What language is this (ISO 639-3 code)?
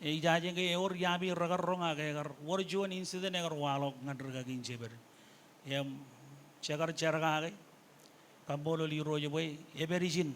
mah